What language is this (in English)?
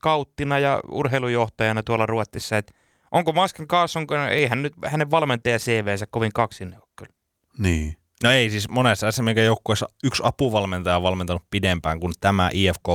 Finnish